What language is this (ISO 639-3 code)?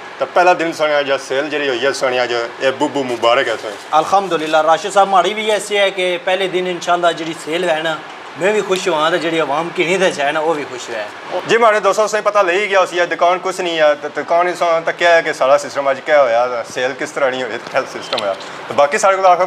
phr